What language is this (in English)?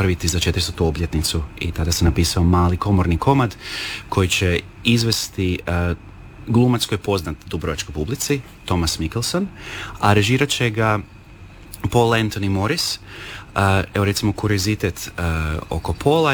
Croatian